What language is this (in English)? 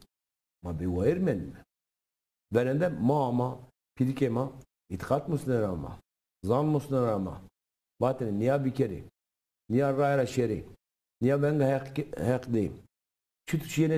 Zaza